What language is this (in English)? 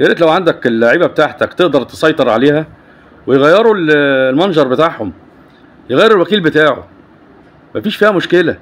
Egyptian Arabic